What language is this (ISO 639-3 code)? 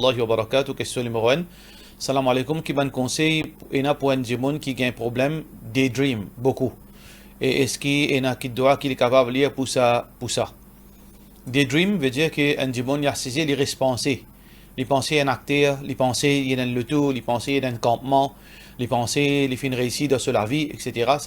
mfe